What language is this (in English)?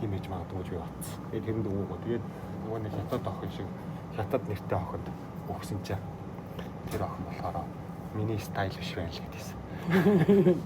Mongolian